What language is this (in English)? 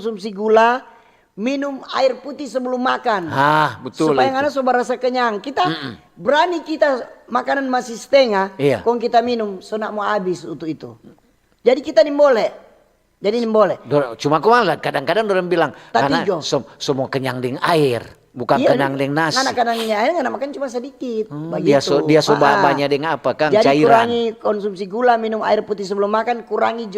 Manado Malay